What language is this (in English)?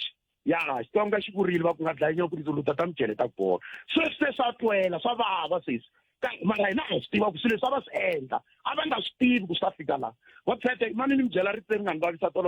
Tsonga